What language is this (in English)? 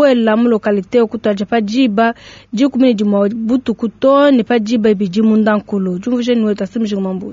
Luba-Lulua